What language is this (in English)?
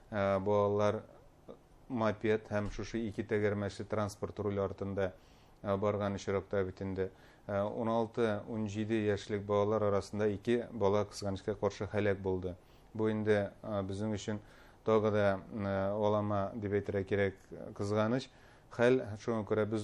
Bashkir